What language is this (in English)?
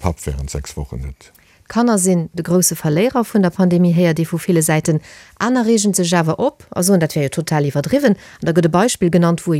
Luxembourgish